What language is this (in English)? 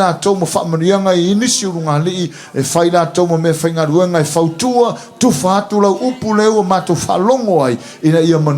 Samoan